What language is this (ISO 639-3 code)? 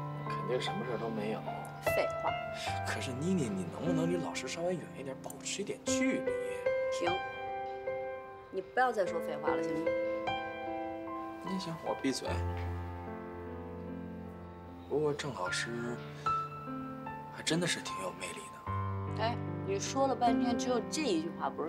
zho